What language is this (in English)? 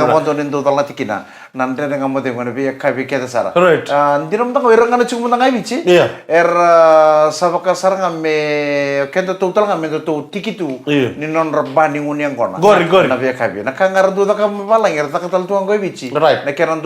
Fijian